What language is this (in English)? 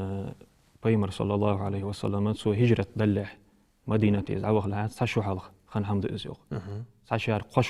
Ingush